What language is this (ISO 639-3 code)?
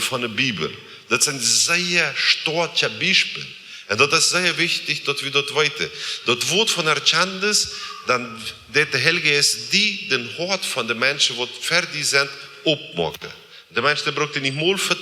pdt